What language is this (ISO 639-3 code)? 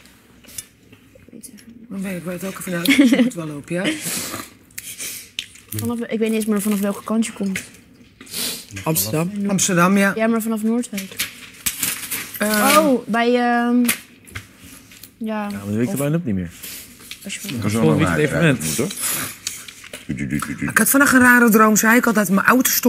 nld